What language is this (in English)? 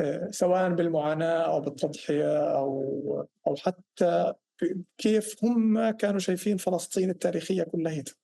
North Levantine Arabic